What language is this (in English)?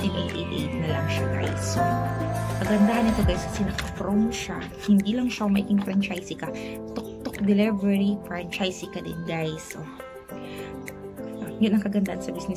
Filipino